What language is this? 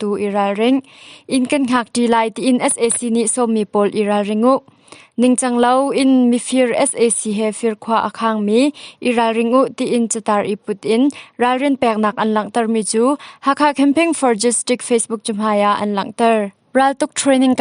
Hakha Chin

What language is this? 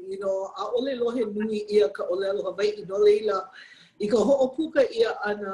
Hawaiian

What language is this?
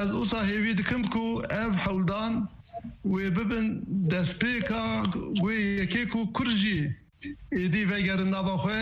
Kurdish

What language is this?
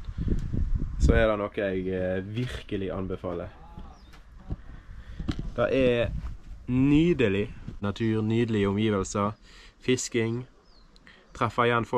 Norwegian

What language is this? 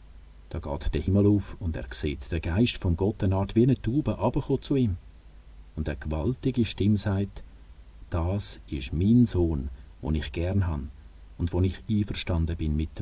Swiss German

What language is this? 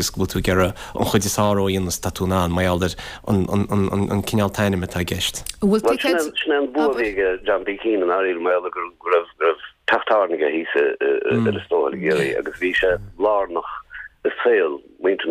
Irish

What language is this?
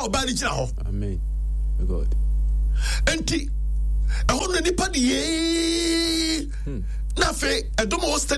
Akan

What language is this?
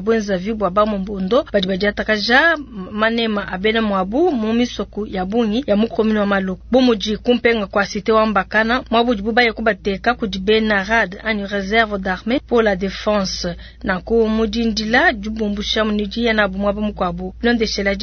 Luba-Lulua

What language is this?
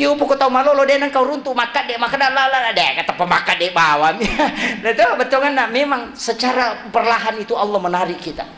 Buginese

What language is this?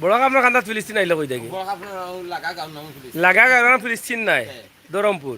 Sylheti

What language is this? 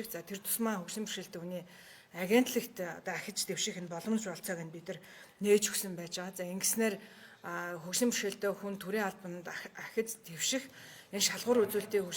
Mongolian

